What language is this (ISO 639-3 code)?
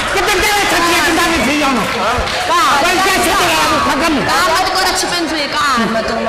scn